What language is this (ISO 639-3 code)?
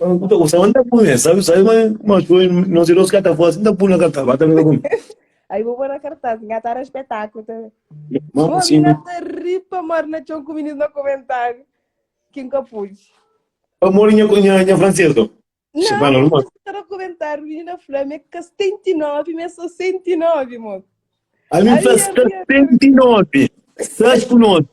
kea